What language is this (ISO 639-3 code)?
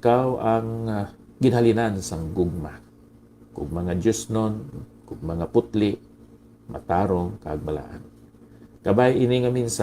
hil